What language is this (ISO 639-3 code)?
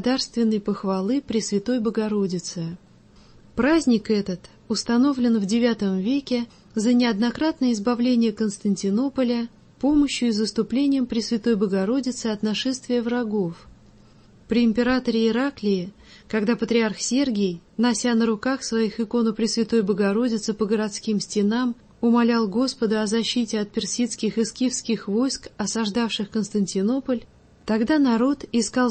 rus